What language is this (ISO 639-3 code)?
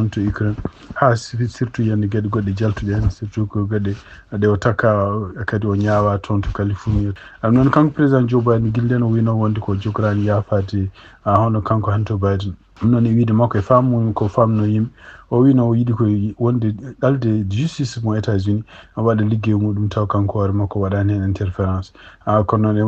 ful